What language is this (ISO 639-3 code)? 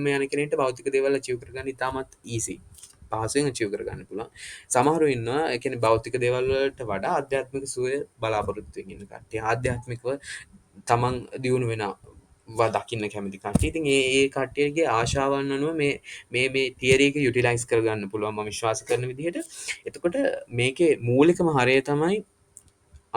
sin